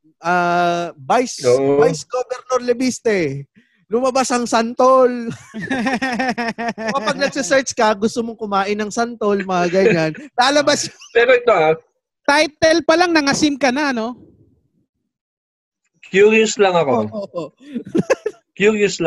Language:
Filipino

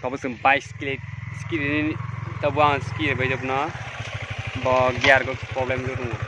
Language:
Kok Borok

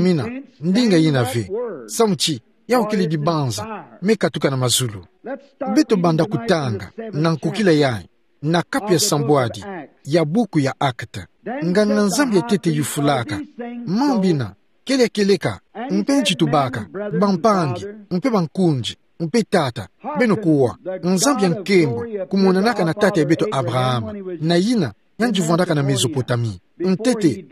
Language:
Kituba (Democratic Republic of Congo)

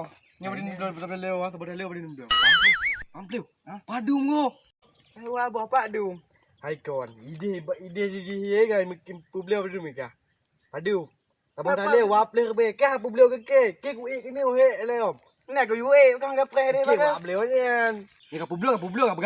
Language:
Achinese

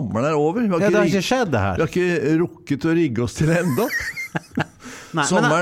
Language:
Norwegian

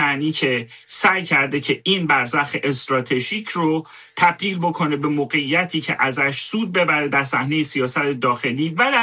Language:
Persian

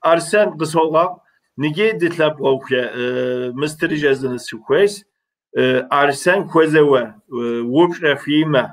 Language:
Kabardian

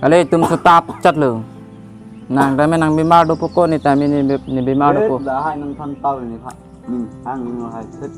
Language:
Karbi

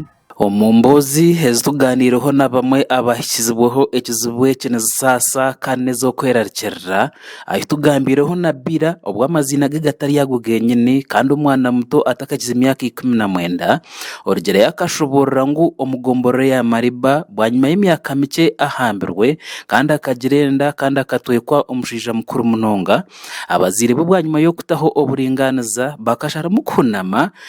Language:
Nyankole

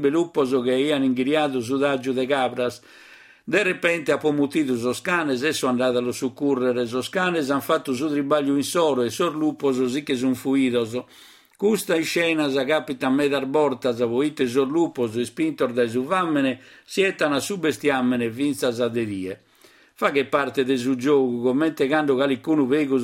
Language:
Sardinian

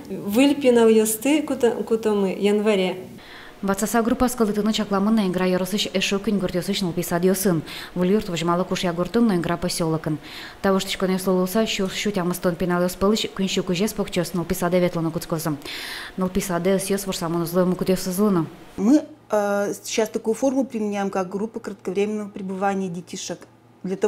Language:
Udmurt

